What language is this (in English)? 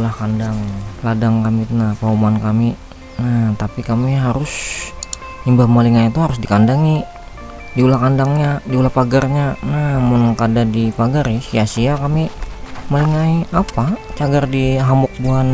Banjar